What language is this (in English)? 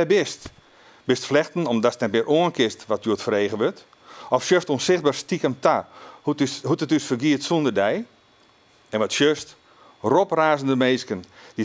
Western Frisian